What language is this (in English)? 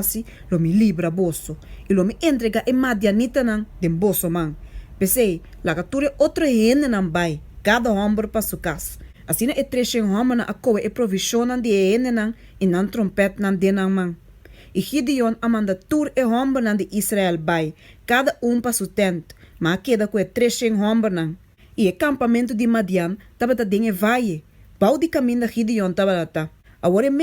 Papiamento